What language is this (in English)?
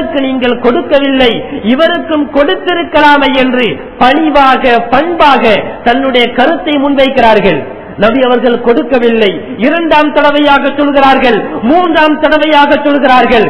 Tamil